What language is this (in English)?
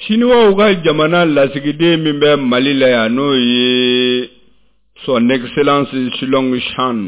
Bambara